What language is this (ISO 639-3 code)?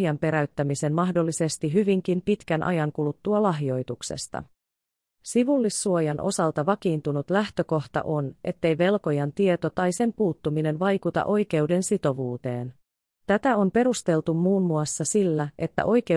fin